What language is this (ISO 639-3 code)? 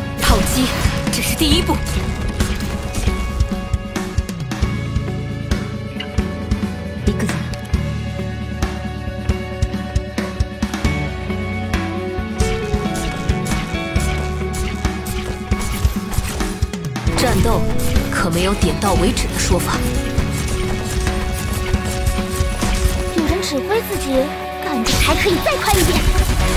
zho